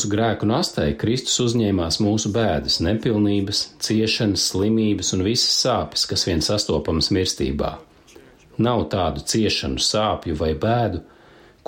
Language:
Latvian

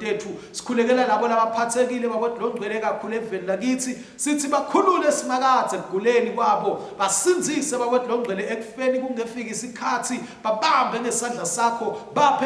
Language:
Swati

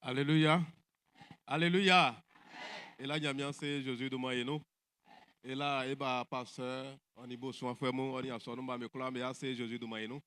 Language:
Baoulé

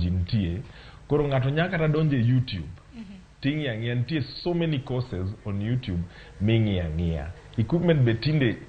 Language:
Luo (Kenya and Tanzania)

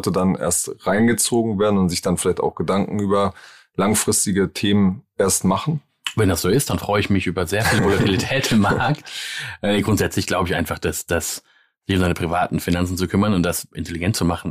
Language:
German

